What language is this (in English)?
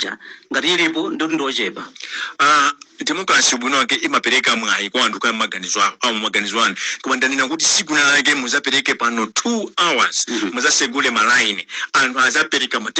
Nyanja